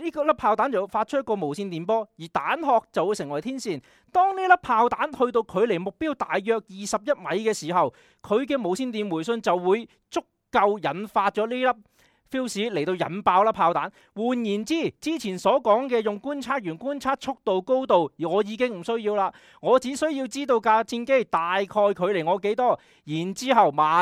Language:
Cantonese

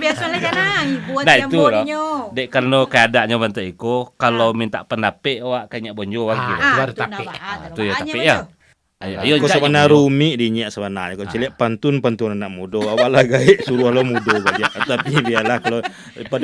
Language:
Minangkabau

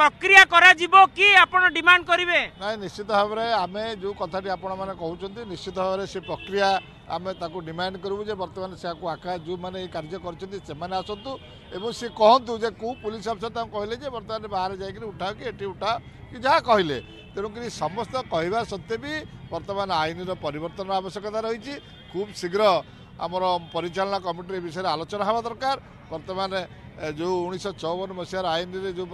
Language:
Odia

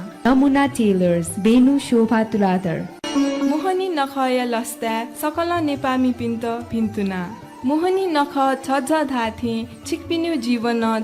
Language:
Newari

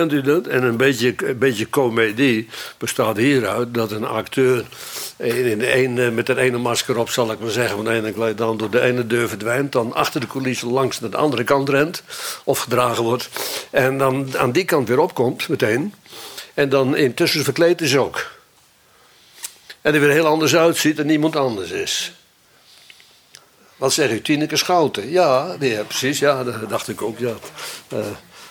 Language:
Dutch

